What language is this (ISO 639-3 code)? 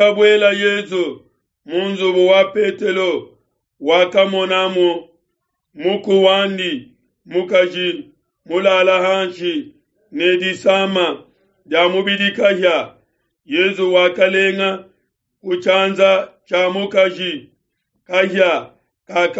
lua